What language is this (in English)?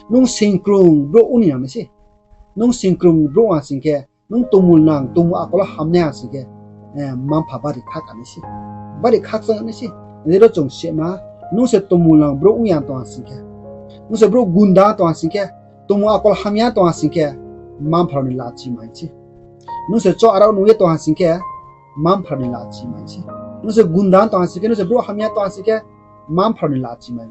Riang (India)